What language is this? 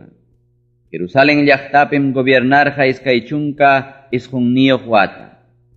Ayacucho Quechua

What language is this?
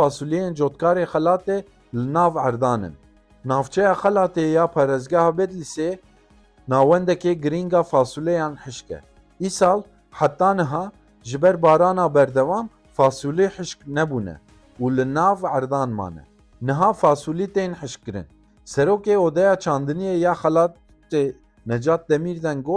Kurdish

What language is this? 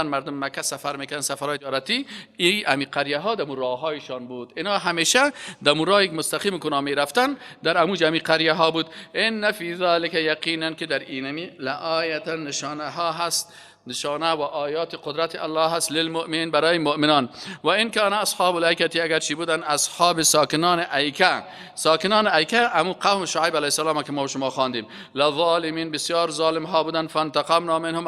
Persian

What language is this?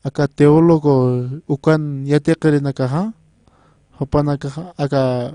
Aymara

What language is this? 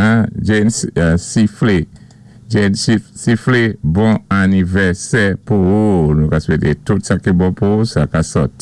Saint Lucian Creole French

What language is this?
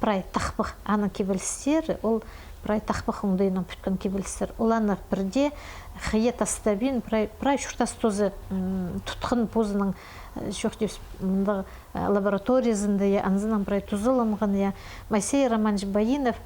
Khakas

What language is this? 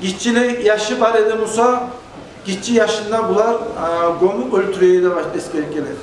Kumyk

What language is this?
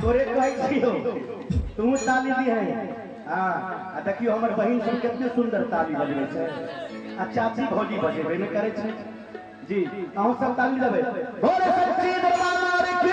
Maithili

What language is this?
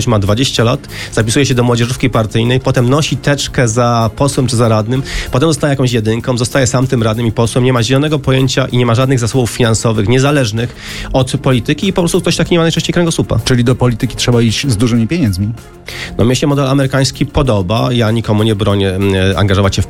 Polish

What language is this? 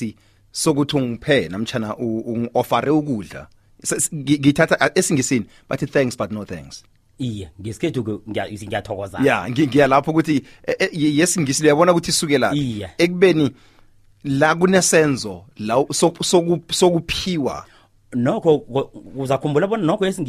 South Ndebele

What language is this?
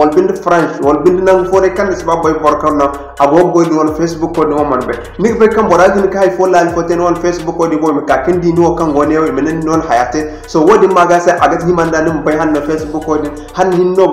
Zarma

